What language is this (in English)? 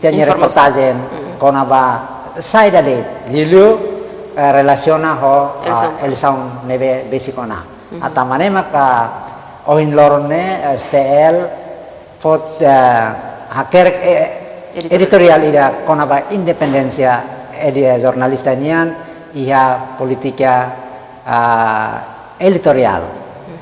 Tetum